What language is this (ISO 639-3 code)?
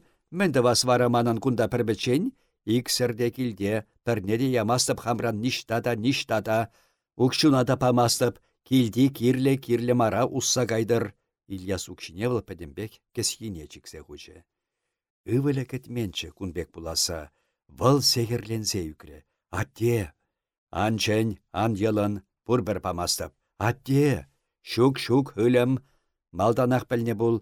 chv